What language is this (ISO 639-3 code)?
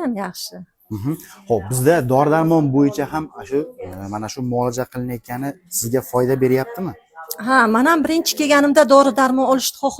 uzb